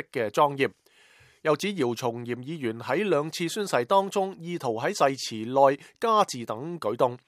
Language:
Cantonese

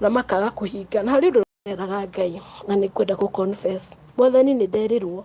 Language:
Kikuyu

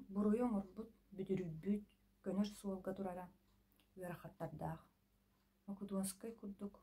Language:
Yakut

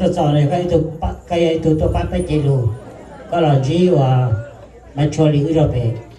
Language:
Hmong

